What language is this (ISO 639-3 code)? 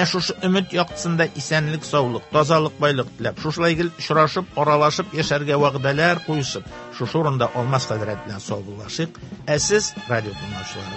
tat